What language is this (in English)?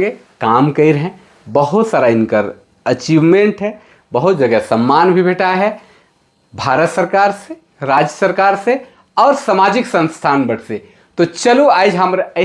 Sadri